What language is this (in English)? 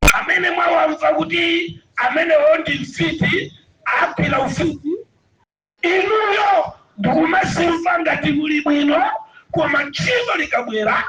Nyanja